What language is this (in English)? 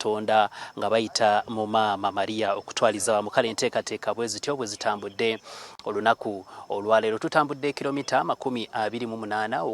Ganda